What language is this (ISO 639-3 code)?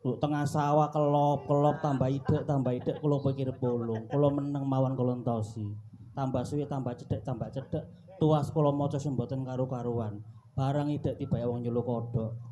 jav